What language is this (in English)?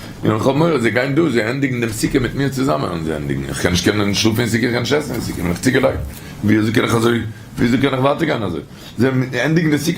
Yiddish